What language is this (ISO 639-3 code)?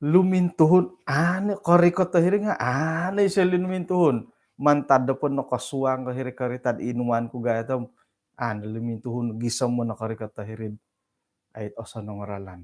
dtp